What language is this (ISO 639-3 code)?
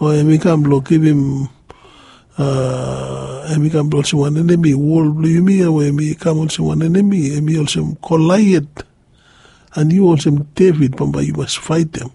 bis